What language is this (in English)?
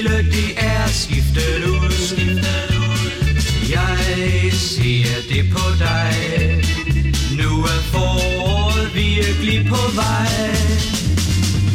Danish